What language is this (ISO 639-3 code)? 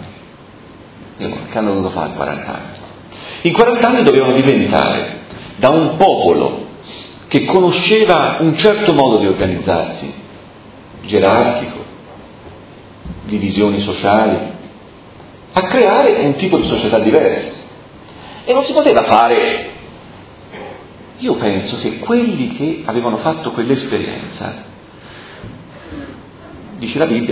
ita